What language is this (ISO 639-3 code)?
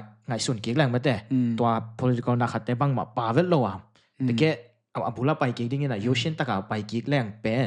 ctd